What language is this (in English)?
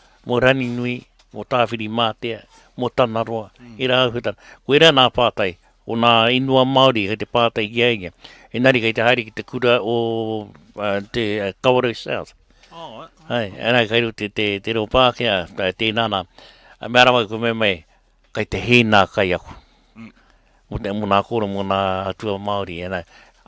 Māori